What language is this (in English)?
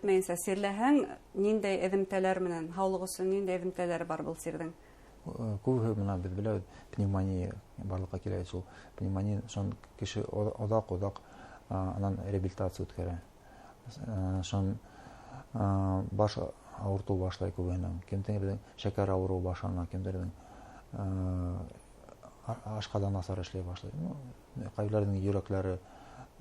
Bashkir